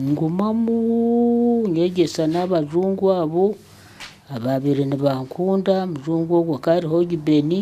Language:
Nyankole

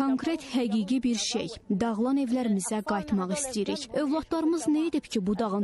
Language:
Azerbaijani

